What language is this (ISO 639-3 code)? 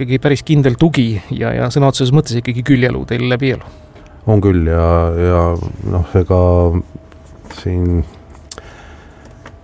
est